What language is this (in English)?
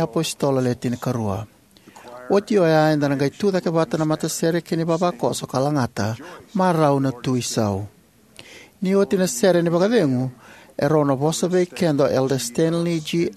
Fijian